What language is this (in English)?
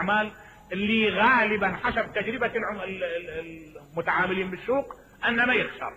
Mesopotamian Arabic